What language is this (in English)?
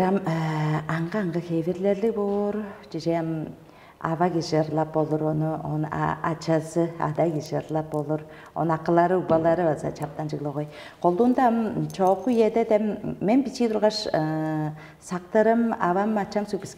Tuvinian